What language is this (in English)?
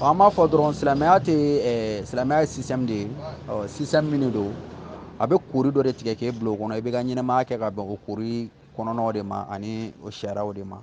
Bambara